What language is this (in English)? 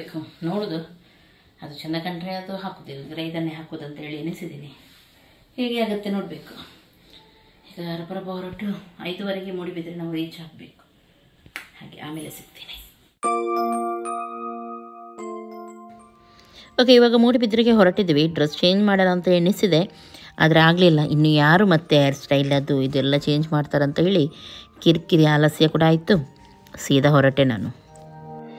Kannada